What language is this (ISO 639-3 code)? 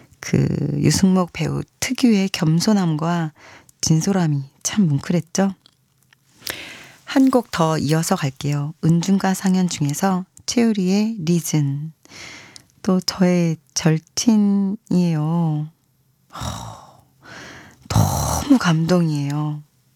kor